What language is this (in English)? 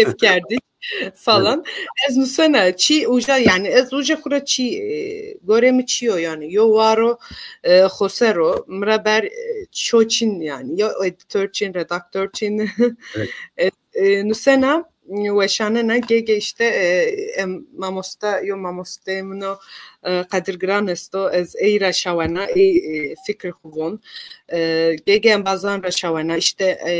Zaza